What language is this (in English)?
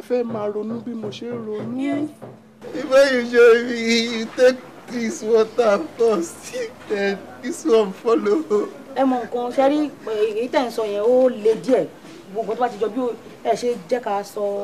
Yoruba